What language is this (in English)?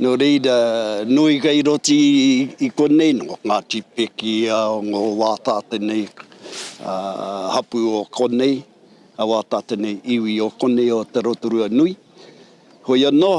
Māori